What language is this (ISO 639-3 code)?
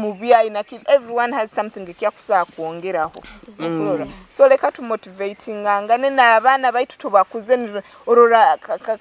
nyo